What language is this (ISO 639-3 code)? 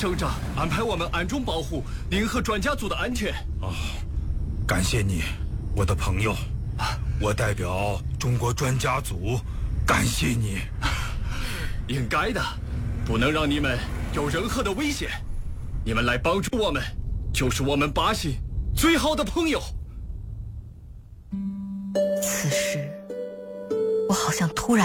zho